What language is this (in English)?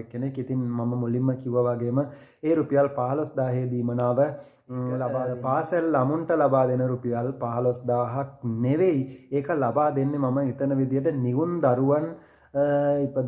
Sinhala